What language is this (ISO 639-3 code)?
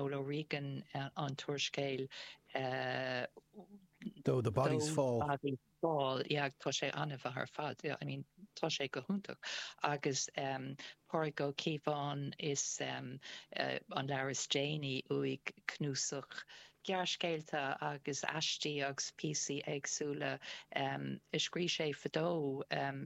gle